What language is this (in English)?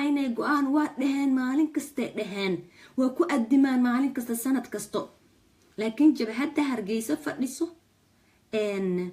Somali